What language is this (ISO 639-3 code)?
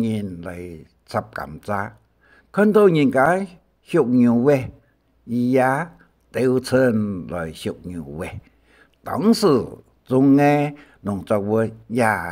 hak